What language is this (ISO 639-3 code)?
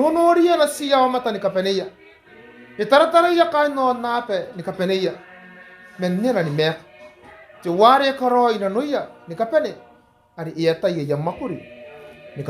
gil